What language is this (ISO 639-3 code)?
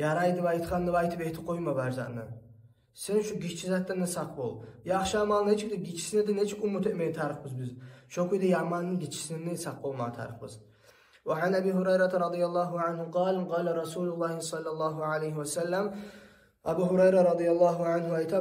kum